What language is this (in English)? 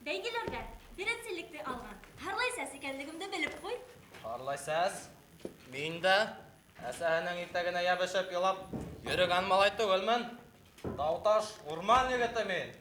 Bashkir